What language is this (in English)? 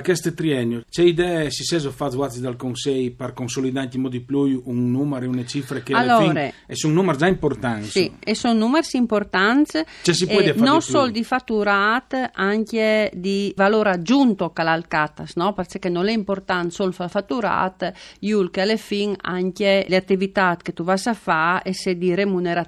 Friulian